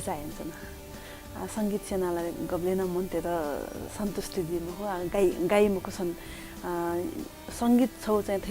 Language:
Newari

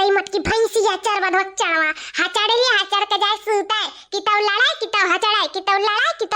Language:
Awadhi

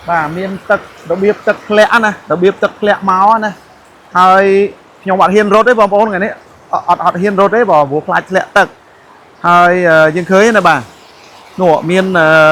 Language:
Khmer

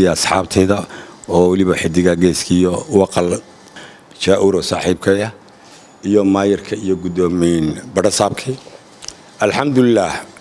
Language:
Somali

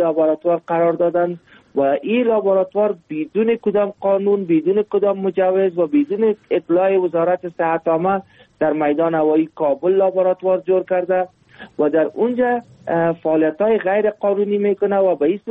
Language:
Persian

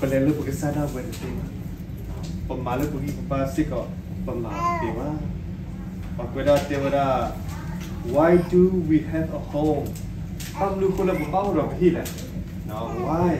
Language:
S'gaw Karen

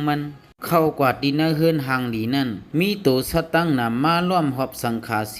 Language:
Shan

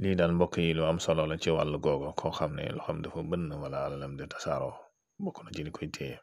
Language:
Wolof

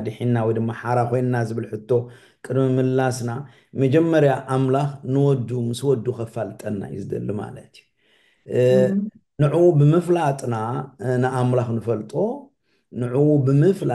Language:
Tigrinya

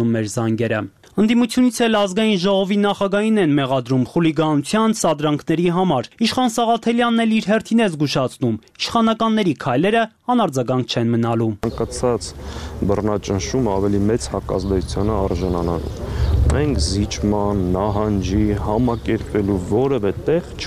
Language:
Armenian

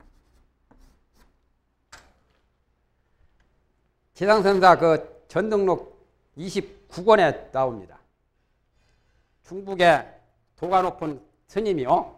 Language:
Korean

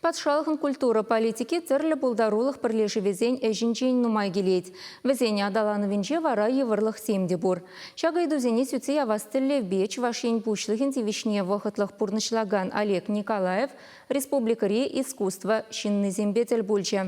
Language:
Chuvash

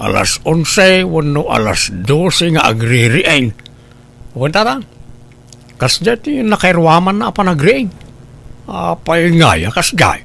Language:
Iloko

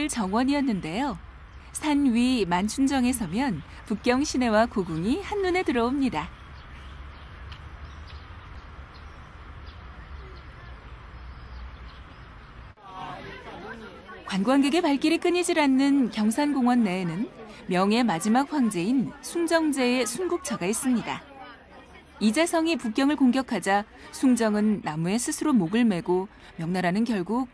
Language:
Korean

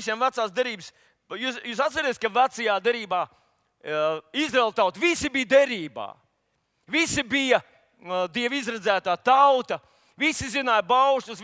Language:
Latvian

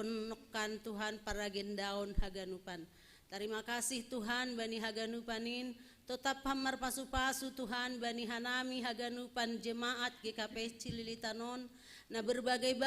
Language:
Batak Simalungun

